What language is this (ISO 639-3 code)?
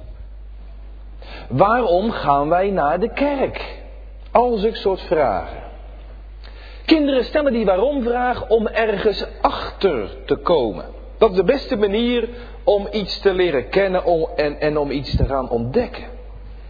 nld